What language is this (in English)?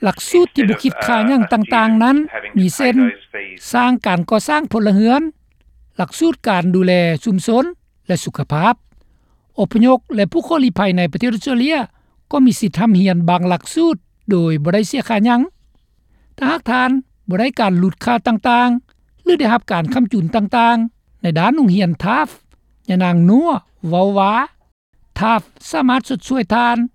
Lao